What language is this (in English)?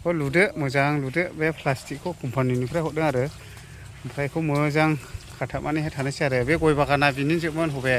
Bodo